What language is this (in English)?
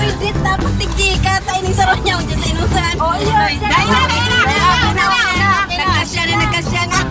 Bikol